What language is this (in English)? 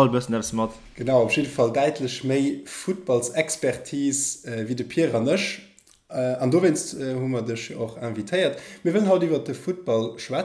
Luxembourgish